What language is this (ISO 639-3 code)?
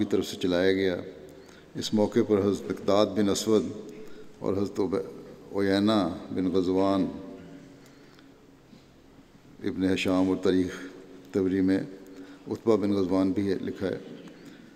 urd